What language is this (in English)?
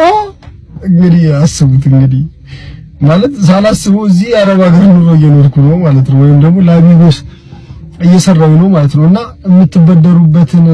Amharic